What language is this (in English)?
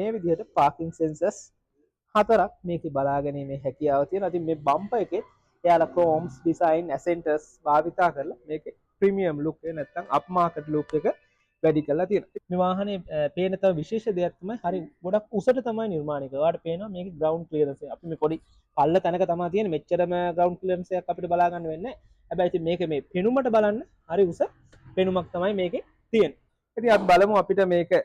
Sinhala